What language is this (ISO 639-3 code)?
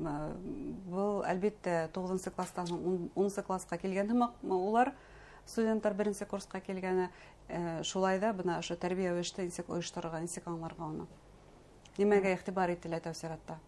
bak